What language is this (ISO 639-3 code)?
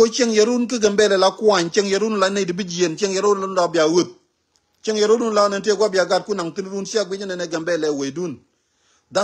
nus